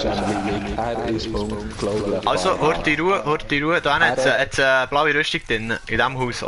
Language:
Swiss German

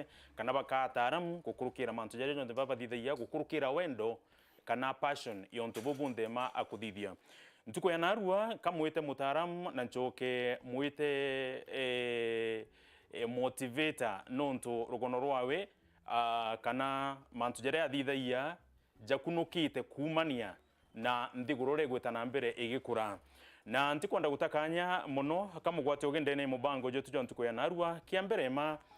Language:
Meru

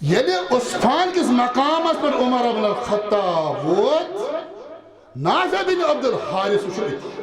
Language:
Kashmiri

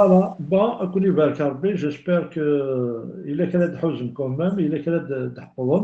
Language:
Kabyle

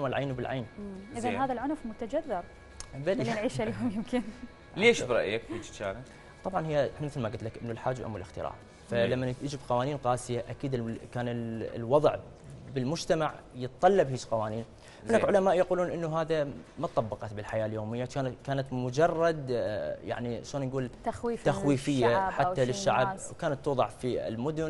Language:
Mesopotamian Arabic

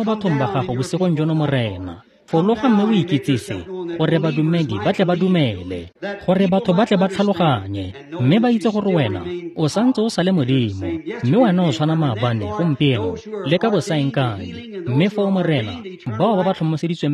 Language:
Tswana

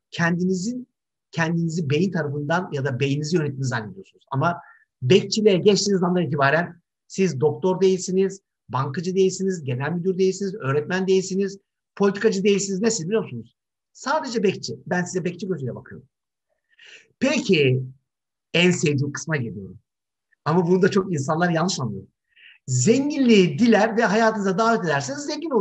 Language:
Turkish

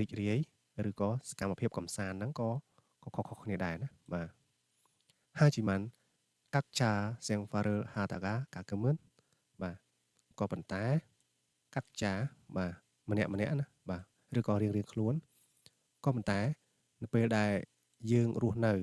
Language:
Khmer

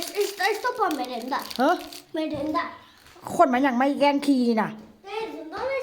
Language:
Northeastern Thai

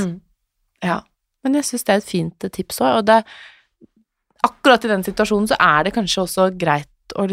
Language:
Norwegian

